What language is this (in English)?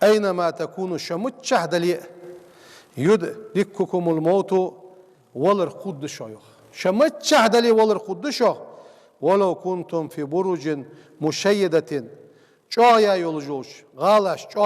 Ingush